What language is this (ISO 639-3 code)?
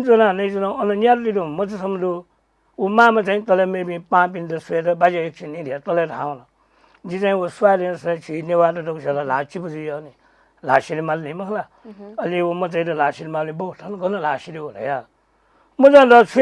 new